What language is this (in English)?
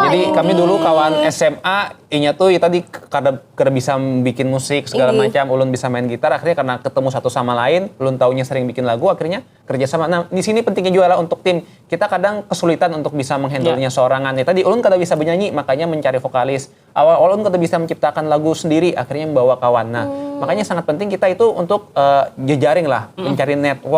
Banjar